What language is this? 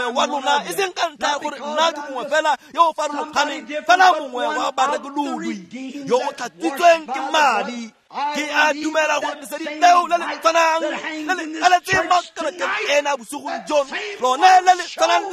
Tswana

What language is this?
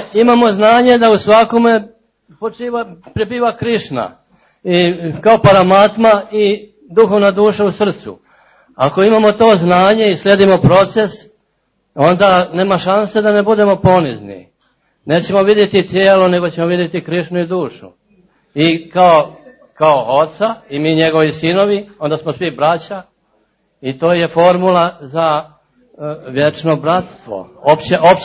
Serbian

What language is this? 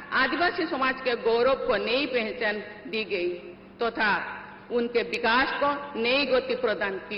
Santali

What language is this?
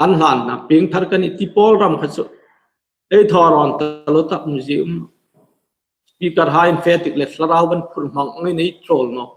Hmar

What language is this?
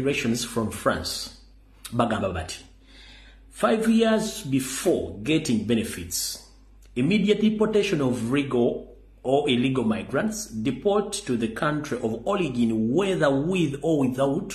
Ganda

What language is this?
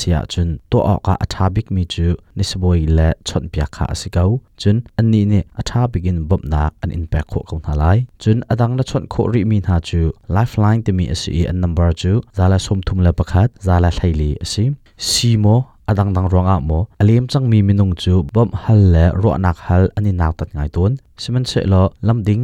Hakha Chin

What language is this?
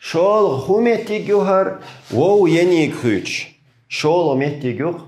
Chechen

